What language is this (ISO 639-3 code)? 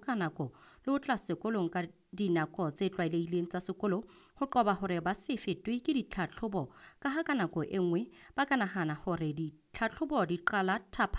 sot